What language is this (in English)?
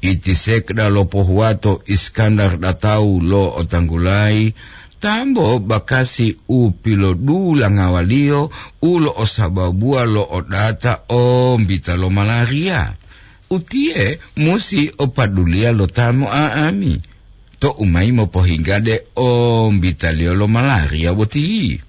Gorontalo